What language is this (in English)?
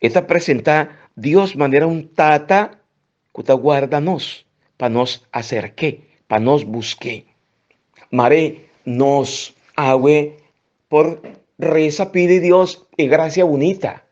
Papiamento